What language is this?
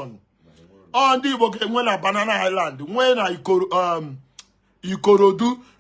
Igbo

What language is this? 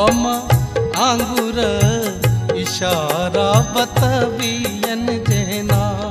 Maithili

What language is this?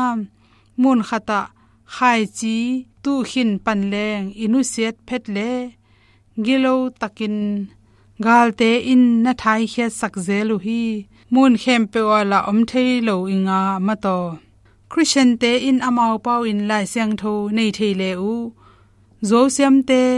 Tedim Chin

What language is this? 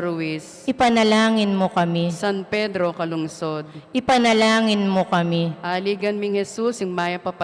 Pampanga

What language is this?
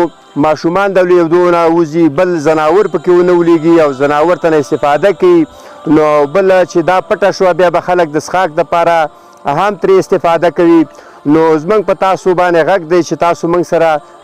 Pashto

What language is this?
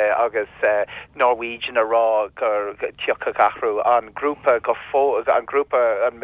Irish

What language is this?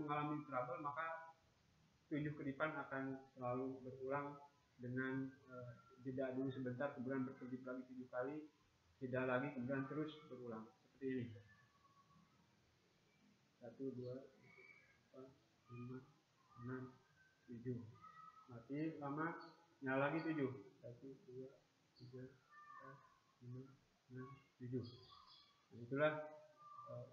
Indonesian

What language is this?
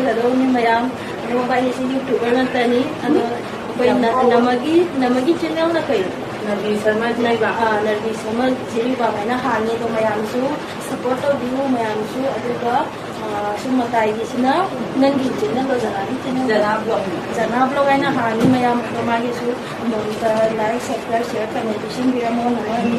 Manipuri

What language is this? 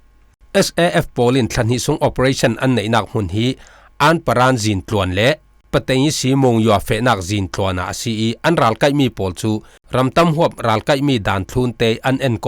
Falam Chin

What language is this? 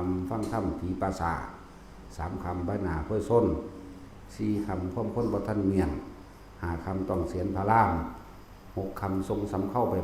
Northeastern Thai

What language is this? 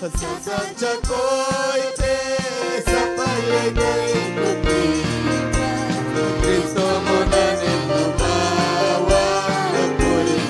Ayacucho Quechua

